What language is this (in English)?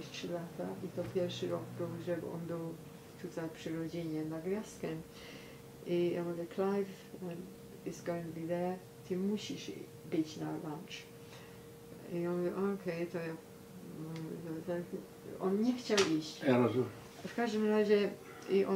Polish